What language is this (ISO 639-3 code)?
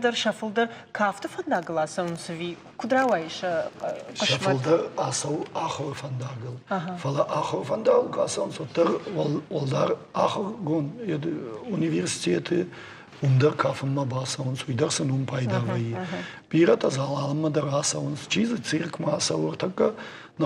oss